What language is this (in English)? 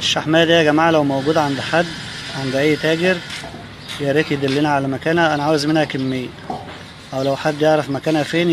Egyptian Arabic